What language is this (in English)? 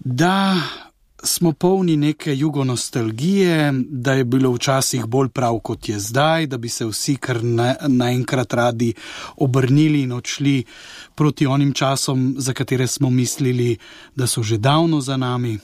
Slovenian